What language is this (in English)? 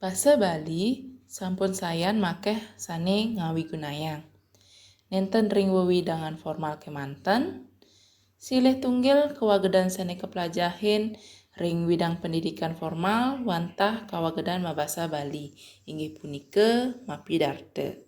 Balinese